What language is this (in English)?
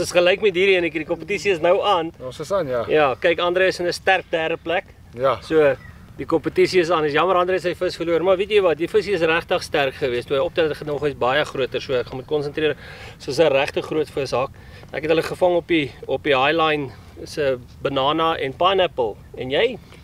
Afrikaans